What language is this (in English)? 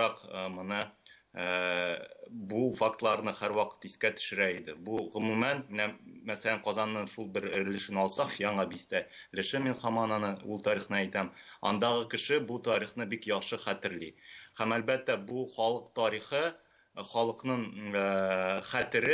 Tatar